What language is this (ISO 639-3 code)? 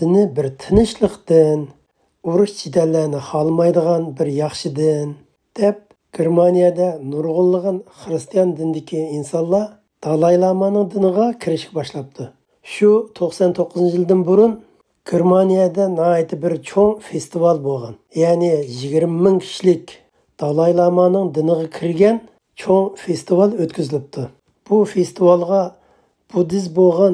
uig